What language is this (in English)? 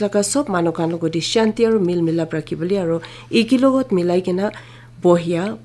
Naga Pidgin